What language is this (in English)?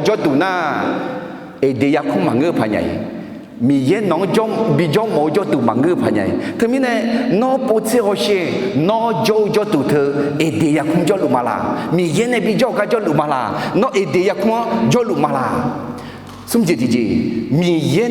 Akha